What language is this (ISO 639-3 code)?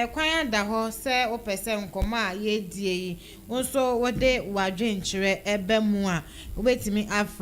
aka